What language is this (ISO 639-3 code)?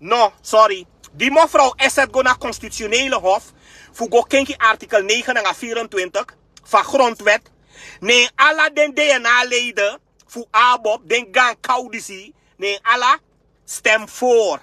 srn